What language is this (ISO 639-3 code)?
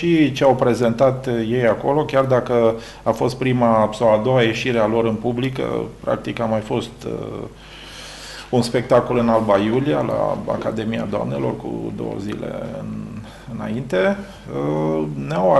ron